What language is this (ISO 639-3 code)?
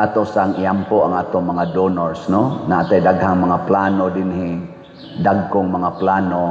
ceb